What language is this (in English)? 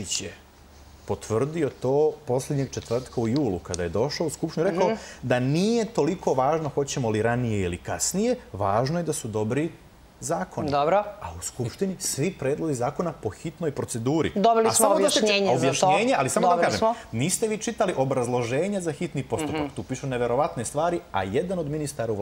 Serbian